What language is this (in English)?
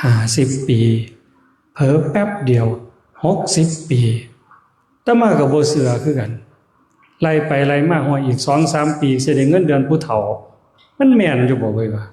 Northeastern Thai